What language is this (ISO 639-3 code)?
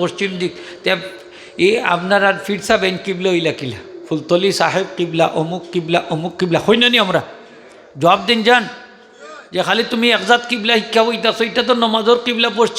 syl